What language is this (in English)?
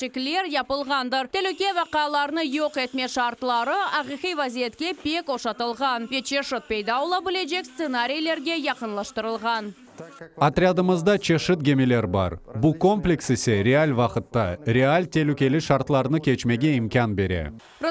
Crimean Tatar